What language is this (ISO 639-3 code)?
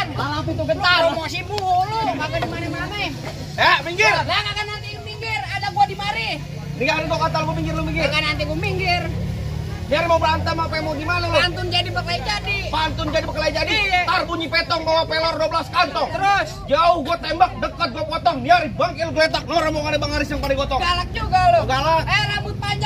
bew